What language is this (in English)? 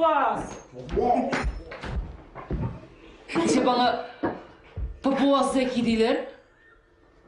Tatar